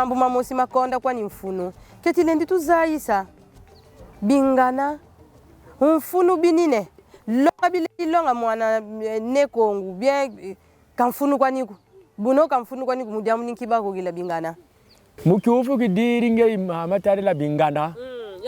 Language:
Kongo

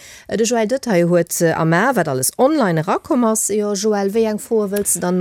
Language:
Luxembourgish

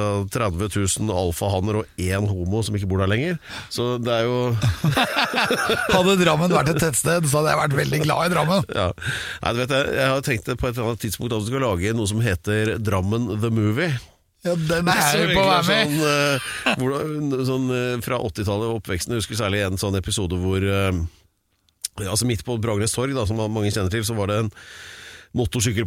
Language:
Norwegian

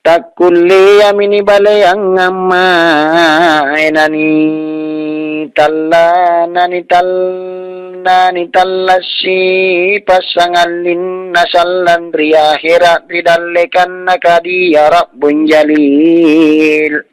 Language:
Makasar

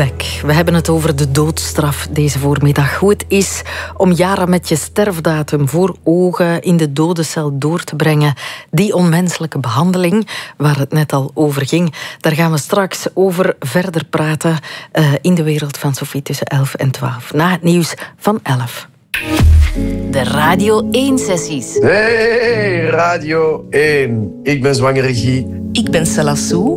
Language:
Dutch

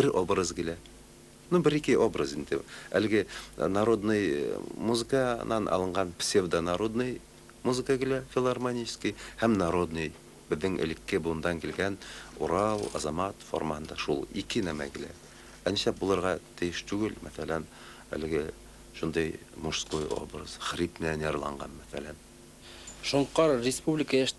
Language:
Bashkir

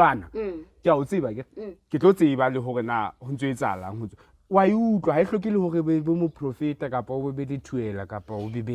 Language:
Southern Sotho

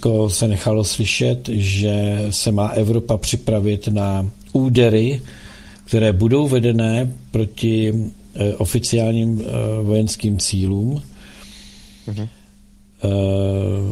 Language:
Czech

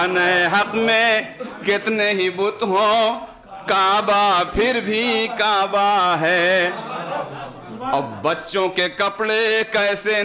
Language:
Urdu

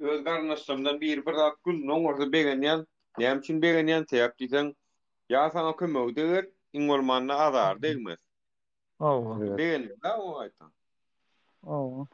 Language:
Turkmen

